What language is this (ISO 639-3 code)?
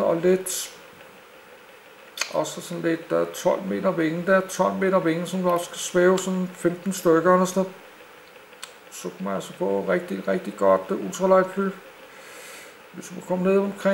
dan